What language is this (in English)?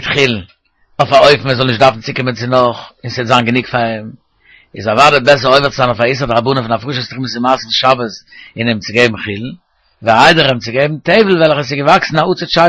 Yiddish